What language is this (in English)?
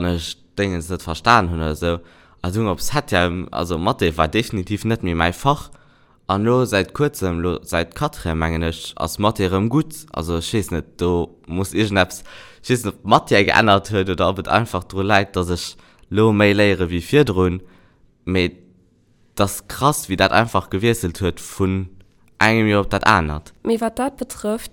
Luxembourgish